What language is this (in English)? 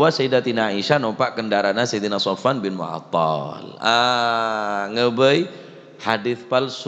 Madurese